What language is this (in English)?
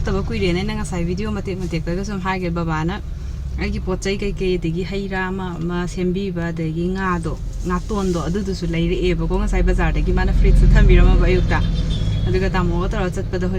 Manipuri